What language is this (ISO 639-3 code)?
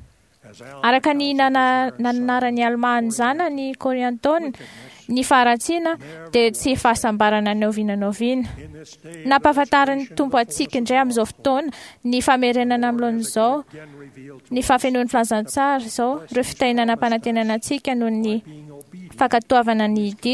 mlg